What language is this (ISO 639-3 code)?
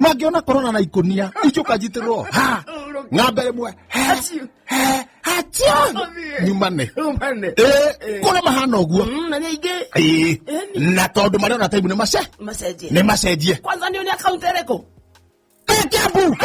kik